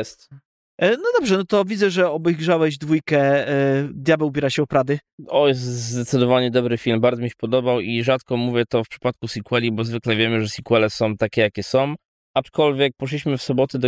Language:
Polish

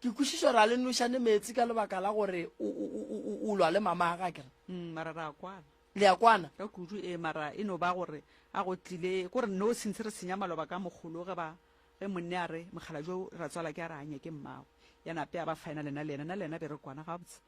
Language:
Northern Sotho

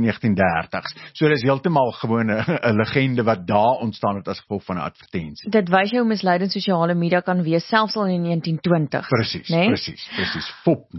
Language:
Afrikaans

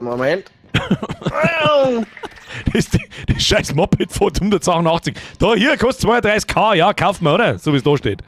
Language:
Bavarian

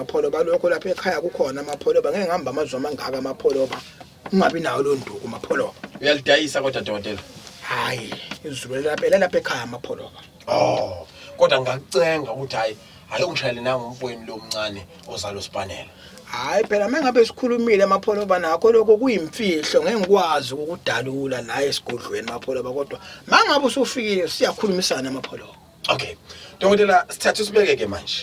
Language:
Zulu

